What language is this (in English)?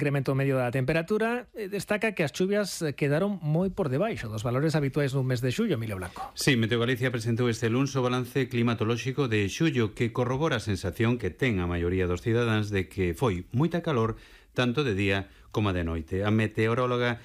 Galician